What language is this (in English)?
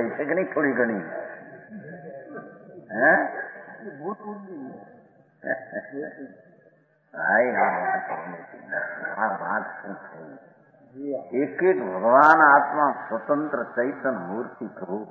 Gujarati